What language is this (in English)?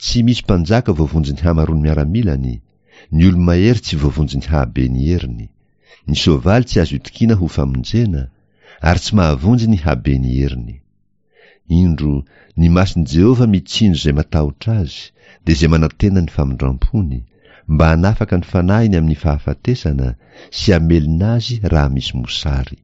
Malagasy